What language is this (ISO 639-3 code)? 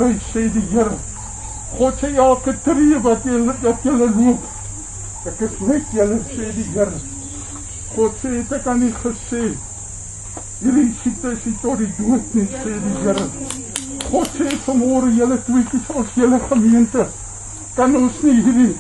afr